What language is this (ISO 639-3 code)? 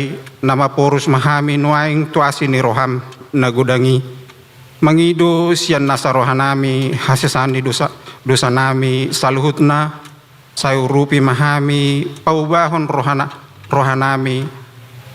bbc